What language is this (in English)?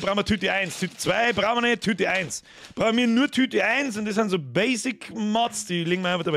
Bavarian